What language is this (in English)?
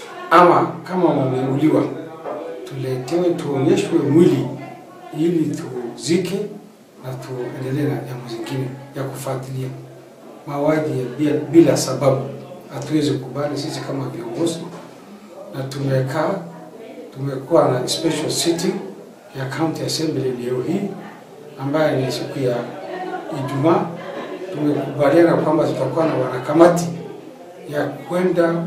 Swahili